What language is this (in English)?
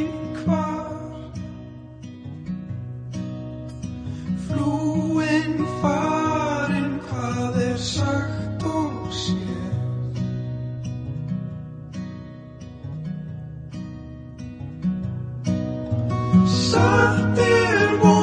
Icelandic